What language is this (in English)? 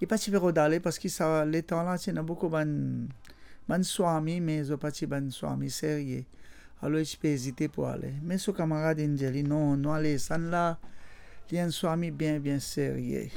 Morisyen